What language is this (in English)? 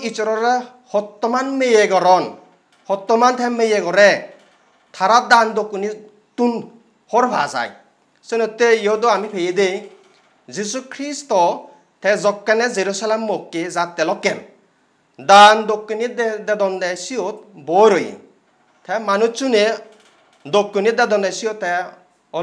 Chakma